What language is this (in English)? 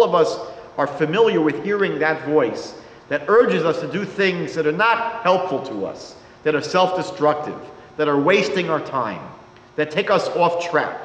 English